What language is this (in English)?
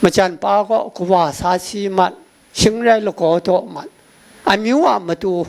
Kachin